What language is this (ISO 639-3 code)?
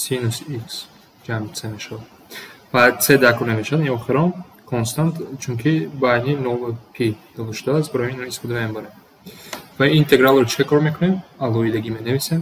tgk